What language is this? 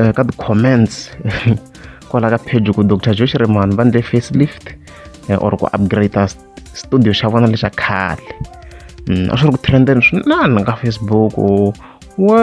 Tsonga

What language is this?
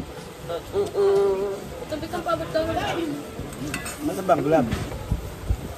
Filipino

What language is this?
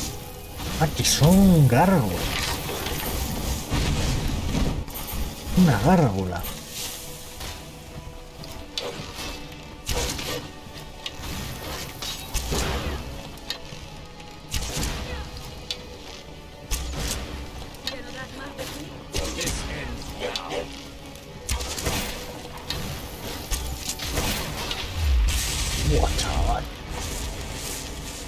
Spanish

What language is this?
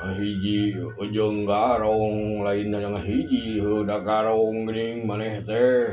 Sundanese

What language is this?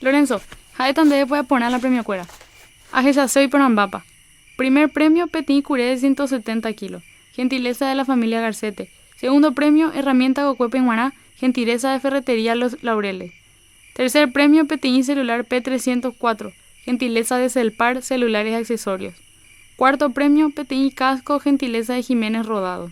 Guarani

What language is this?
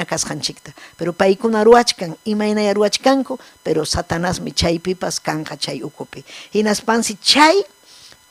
Ayacucho Quechua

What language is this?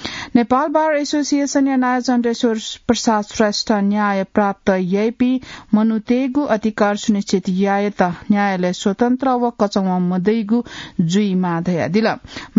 Newari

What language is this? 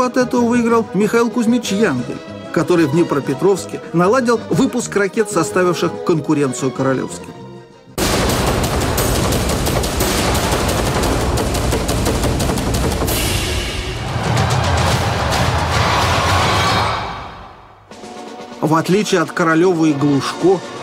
Russian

